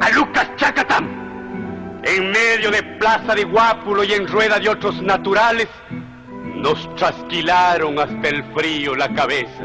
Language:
Chimborazo Highland Quichua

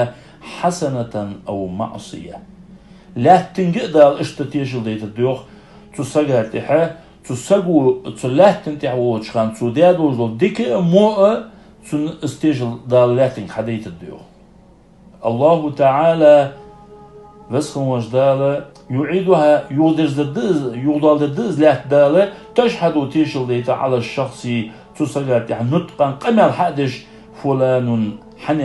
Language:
Ingush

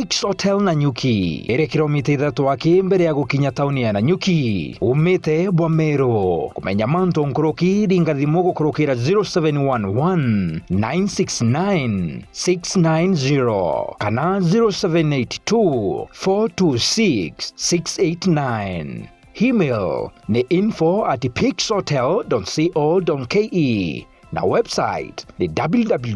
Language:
Meru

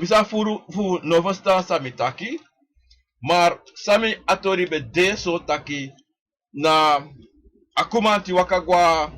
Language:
Sranan Tongo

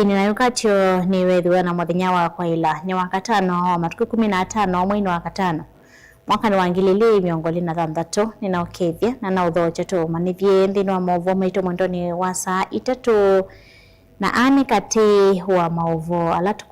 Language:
Kamba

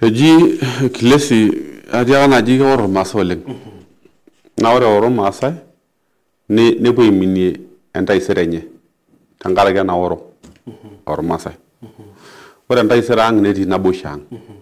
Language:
Masai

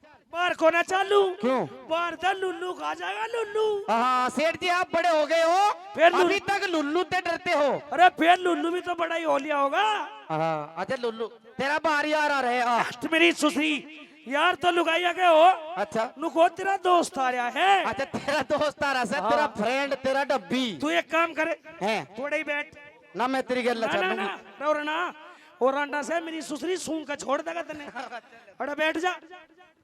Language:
Haryanvi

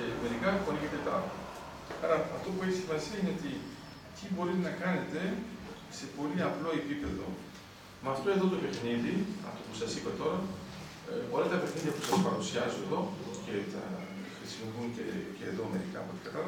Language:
Greek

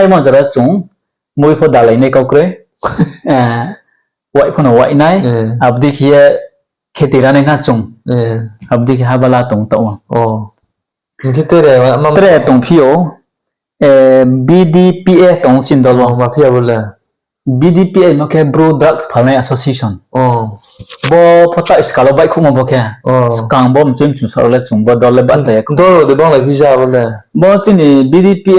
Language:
Riang (India)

